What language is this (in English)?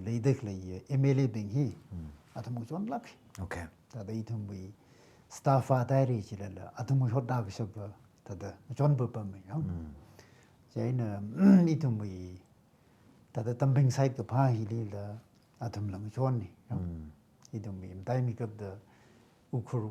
Tangkhul Naga (India)